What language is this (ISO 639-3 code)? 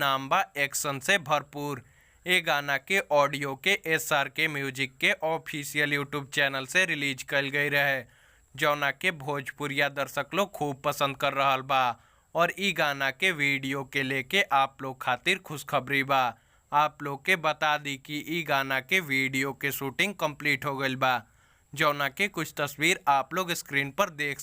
bho